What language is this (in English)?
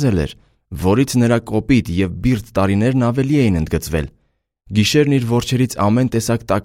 Armenian